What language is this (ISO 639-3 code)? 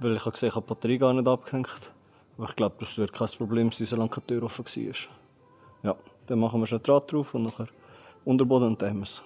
gsw